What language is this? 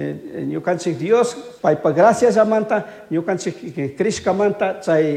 Chimborazo Highland Quichua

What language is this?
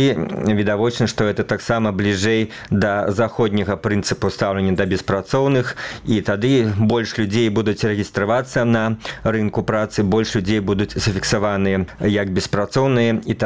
Belarusian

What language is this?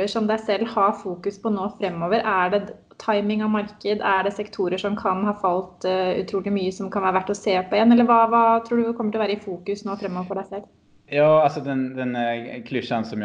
Norwegian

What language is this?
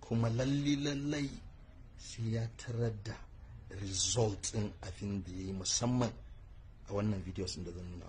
Hausa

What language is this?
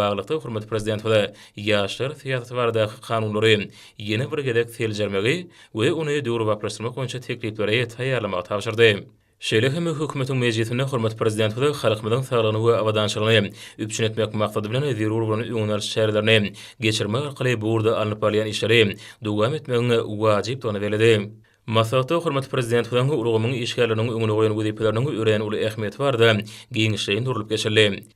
Turkmen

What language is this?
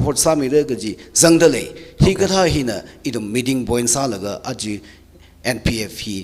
Tangkhul Naga (India)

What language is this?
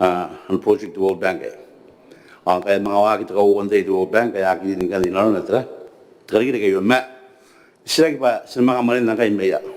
Gilbertese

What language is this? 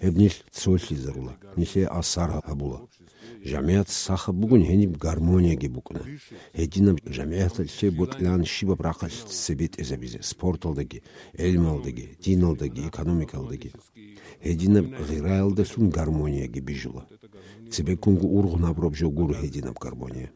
Avaric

